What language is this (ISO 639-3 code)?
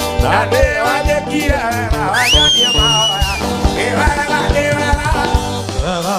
kik